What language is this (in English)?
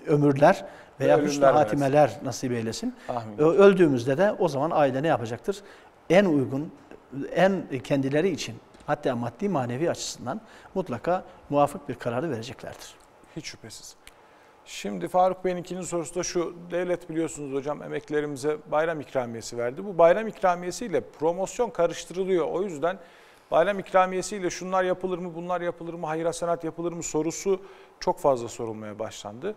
Turkish